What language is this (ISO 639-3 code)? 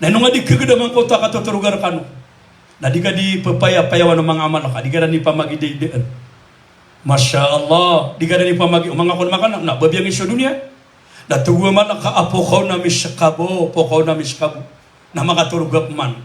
mrw